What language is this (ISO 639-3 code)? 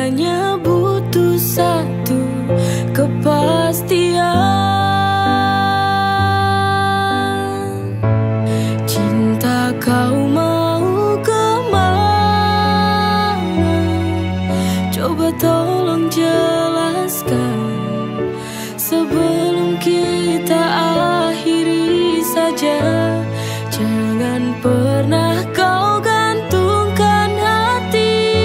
ind